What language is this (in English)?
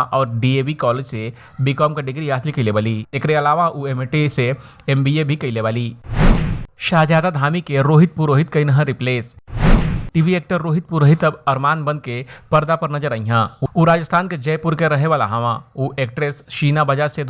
Bhojpuri